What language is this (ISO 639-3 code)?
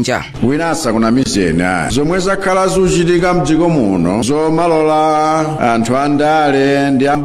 nya